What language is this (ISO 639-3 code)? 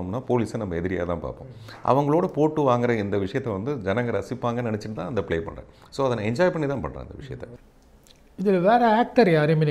tam